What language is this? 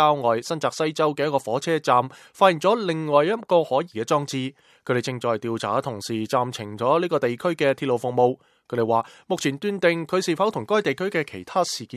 Cantonese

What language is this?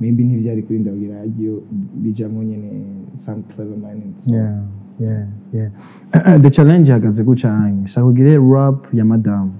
Rundi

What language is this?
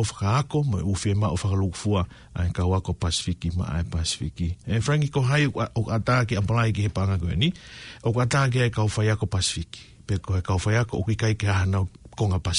Tongan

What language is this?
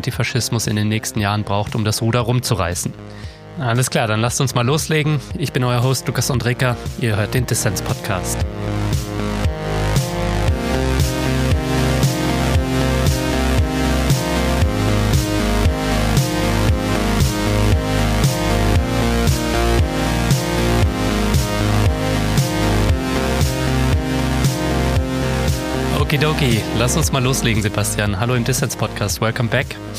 German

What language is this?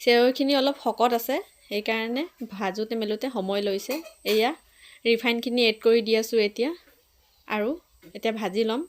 Assamese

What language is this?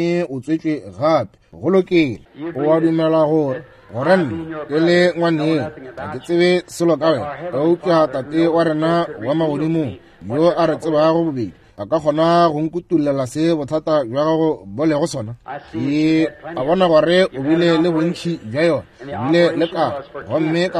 Northern Sotho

